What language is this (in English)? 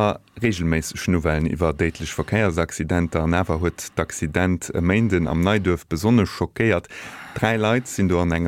Luxembourgish